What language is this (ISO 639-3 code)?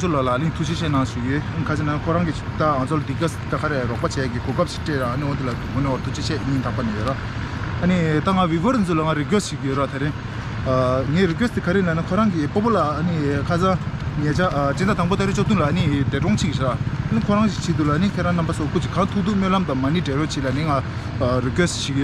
bod